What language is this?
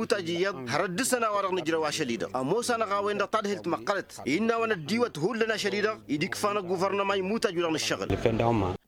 Tamasheq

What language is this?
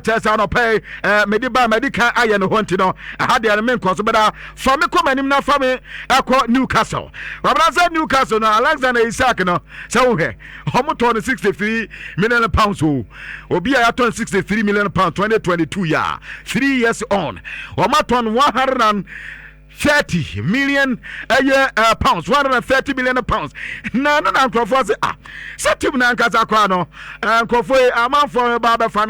Akan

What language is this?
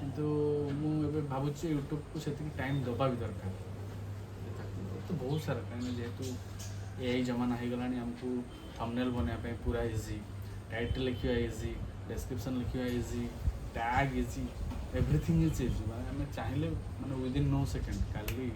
Odia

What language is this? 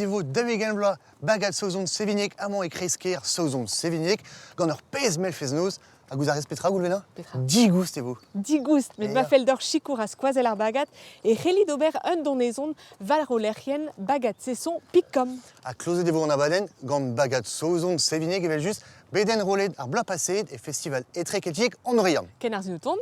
Breton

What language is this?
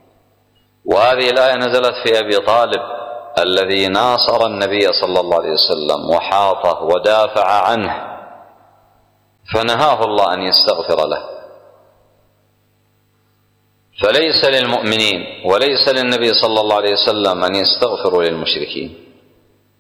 Arabic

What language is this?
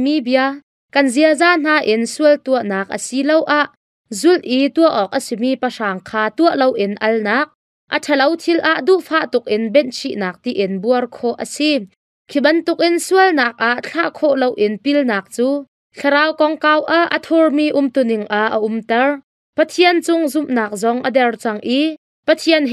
Hakha Chin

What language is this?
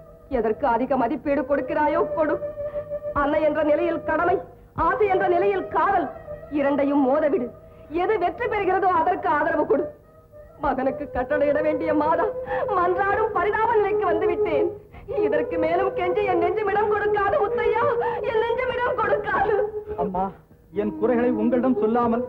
Tamil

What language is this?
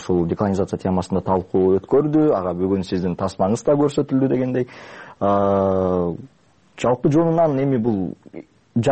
Kyrgyz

